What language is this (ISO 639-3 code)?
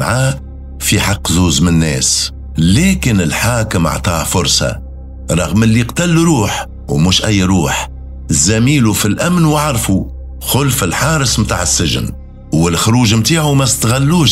aeb